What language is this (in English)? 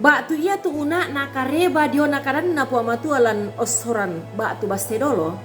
Toraja-Sa'dan